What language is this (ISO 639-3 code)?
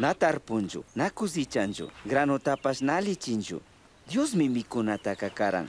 qug